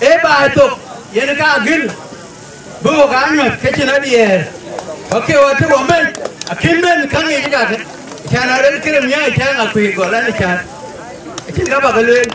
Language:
Dinka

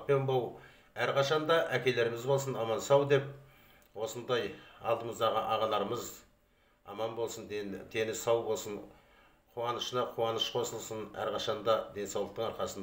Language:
Kazakh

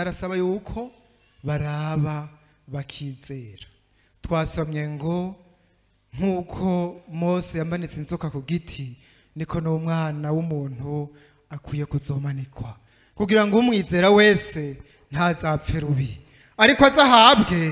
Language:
Rundi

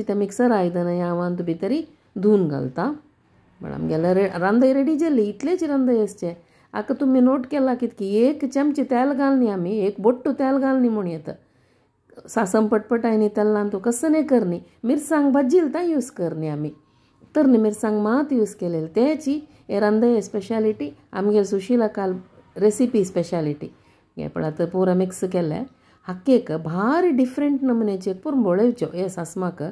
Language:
Konkani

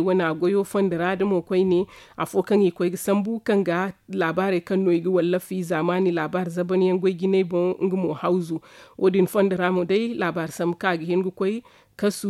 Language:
Zarma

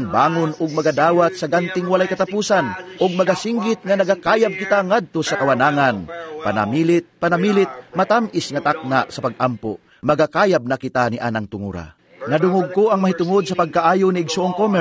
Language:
Cebuano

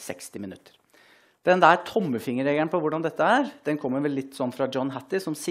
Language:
Norwegian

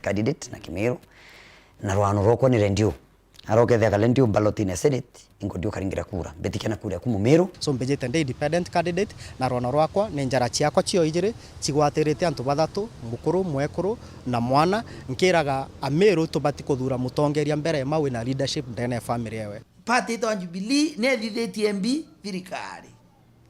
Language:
Meru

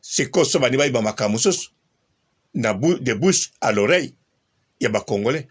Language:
Lingala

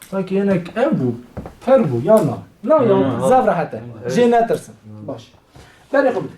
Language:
Kurdish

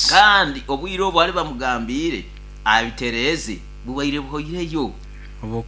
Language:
Nyoro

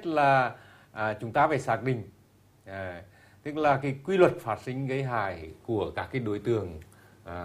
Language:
Vietnamese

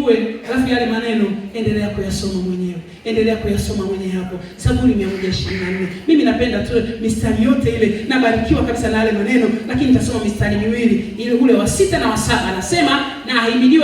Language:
Swahili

